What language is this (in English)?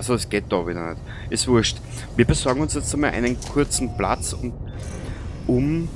Bavarian